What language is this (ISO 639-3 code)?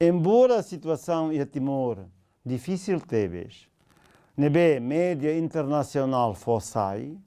tet